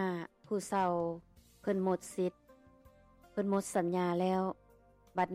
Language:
Lao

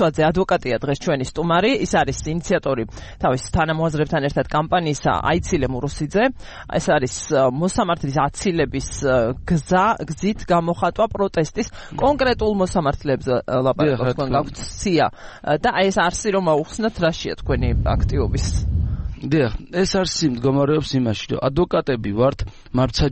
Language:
Georgian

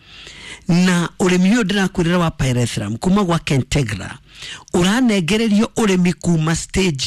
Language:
Kikuyu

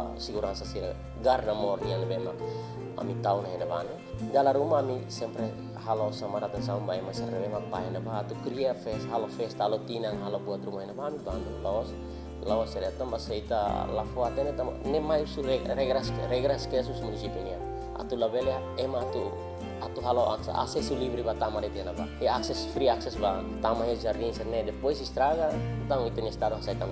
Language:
Tetum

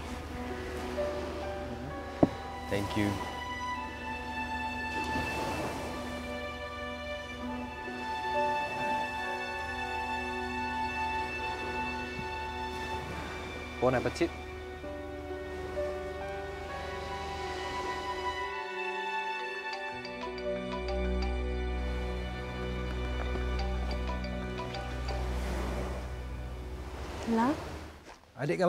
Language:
Malay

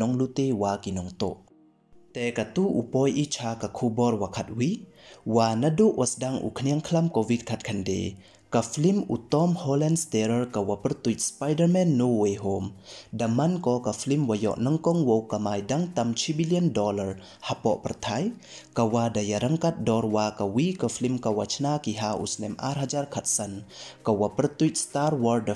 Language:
Pnar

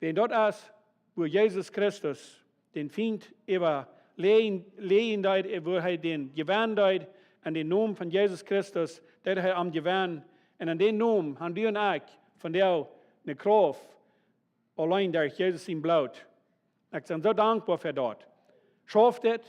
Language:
Plautdietsch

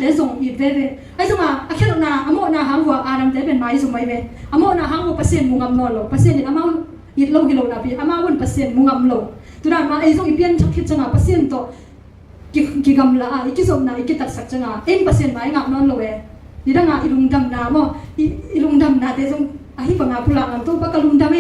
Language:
Tedim Chin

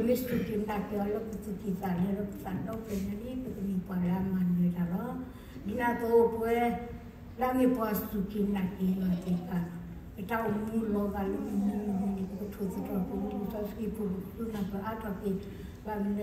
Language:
S'gaw Karen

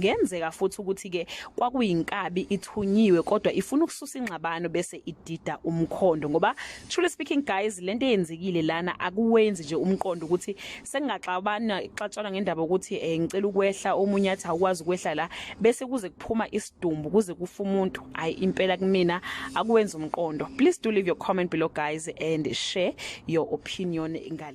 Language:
Zulu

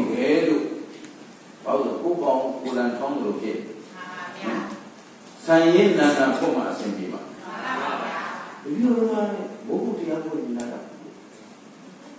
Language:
Burmese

